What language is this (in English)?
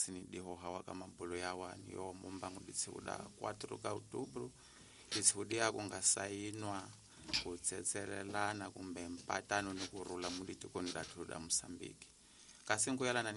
Tsonga